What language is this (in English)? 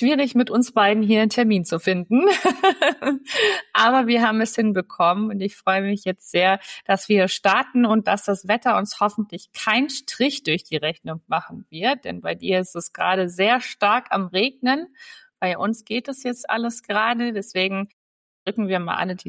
German